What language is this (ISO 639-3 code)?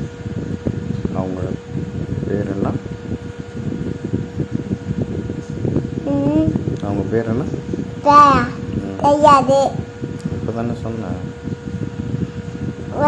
tam